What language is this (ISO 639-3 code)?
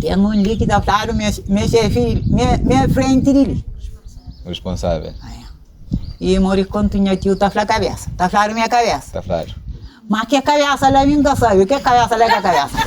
kea